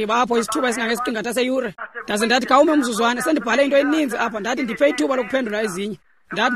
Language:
Xhosa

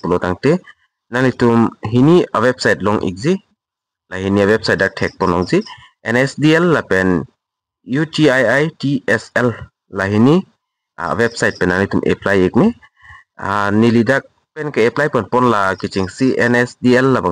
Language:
Karbi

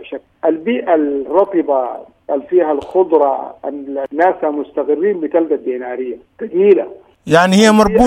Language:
Sudanese Arabic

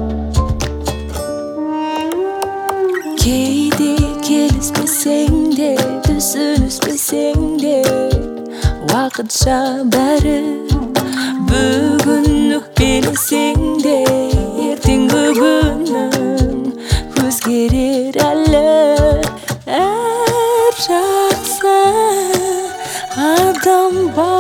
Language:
Kazakh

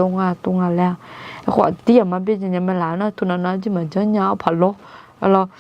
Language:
Akha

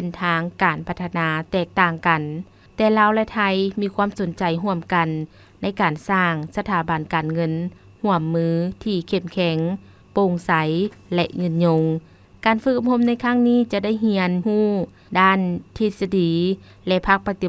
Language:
Lao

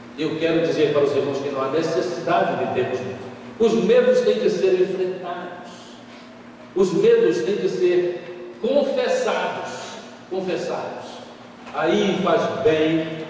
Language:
Portuguese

